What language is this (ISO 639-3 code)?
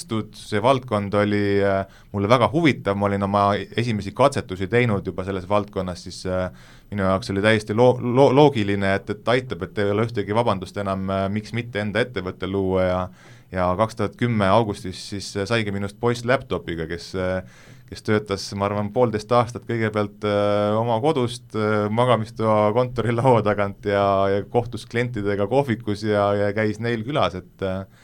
est